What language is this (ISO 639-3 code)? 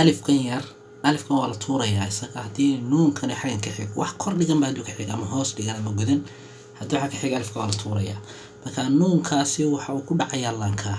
som